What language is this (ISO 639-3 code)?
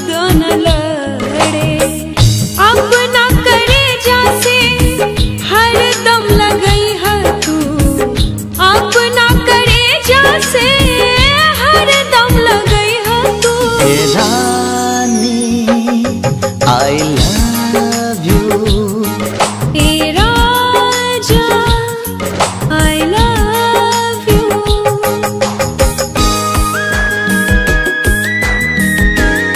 bho